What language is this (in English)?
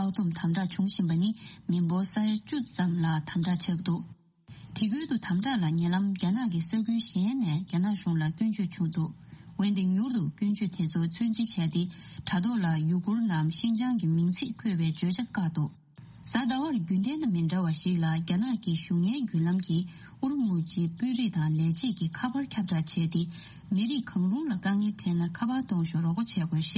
Tibetan